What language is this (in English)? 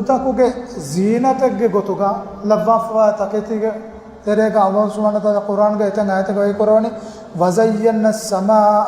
Divehi